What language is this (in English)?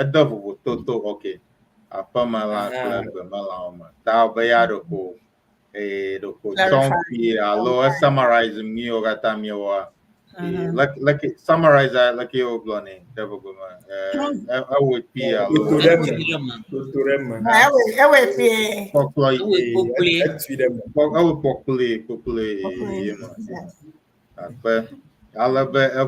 Ewe